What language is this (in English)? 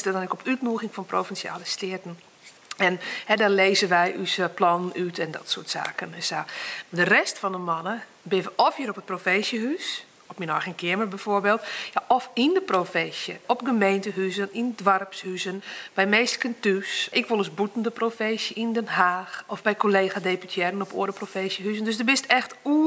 Western Frisian